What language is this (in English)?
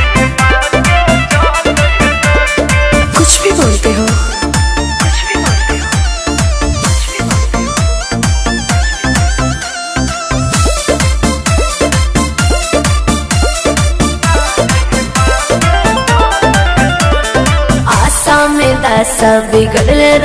Bhojpuri